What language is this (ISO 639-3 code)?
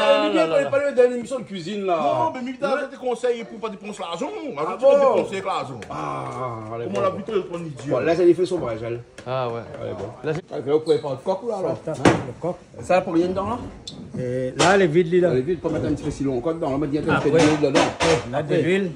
rcf